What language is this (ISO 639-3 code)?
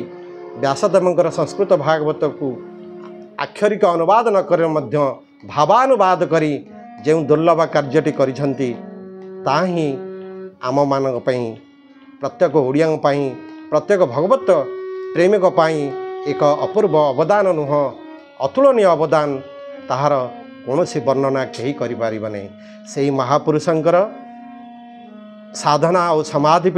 ori